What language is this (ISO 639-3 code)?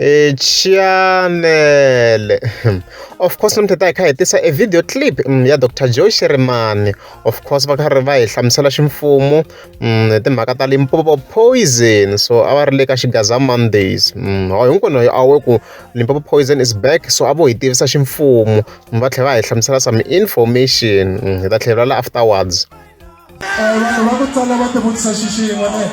tso